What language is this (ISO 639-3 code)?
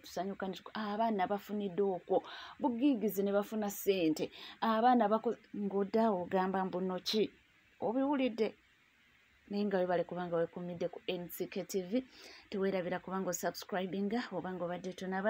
lug